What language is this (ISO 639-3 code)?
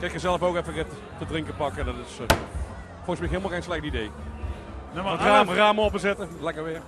lim